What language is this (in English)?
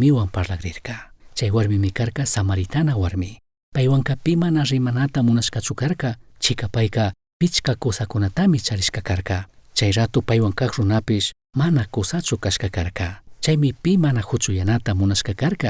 Chimborazo Highland Quichua